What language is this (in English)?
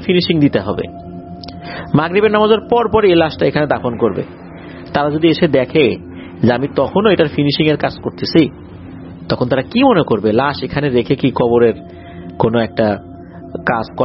Bangla